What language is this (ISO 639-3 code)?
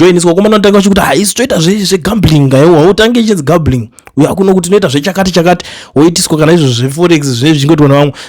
sna